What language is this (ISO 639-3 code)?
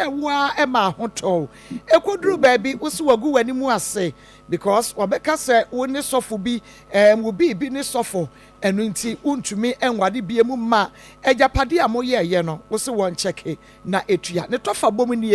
aka